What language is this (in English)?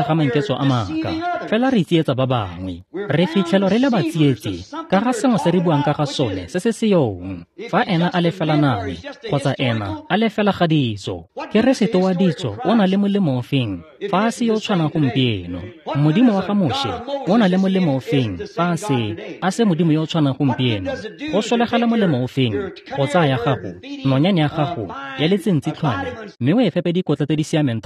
Tswana